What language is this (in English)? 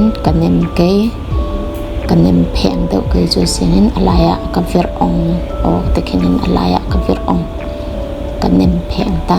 Falam Chin